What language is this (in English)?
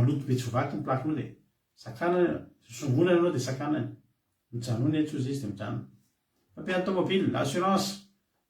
Malagasy